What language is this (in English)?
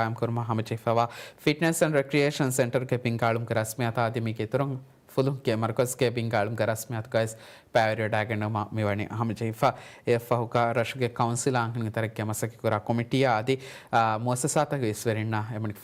Divehi